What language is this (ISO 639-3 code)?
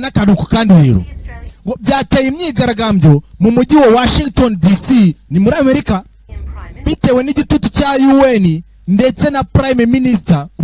kin